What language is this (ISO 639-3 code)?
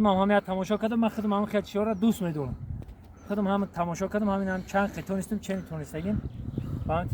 tgk